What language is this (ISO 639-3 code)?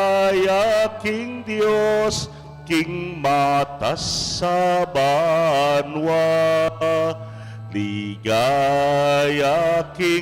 pam